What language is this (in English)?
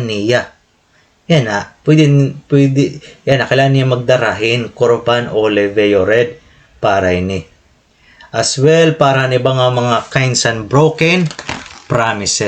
Waray